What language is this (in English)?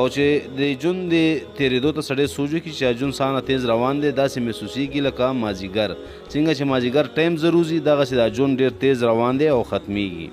Pashto